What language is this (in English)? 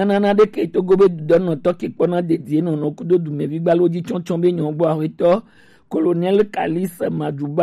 Gen